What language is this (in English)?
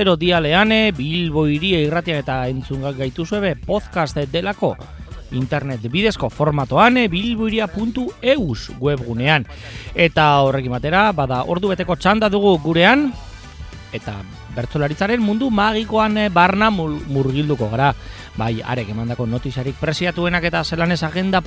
Basque